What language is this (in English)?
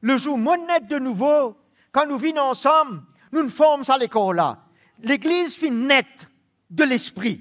Morisyen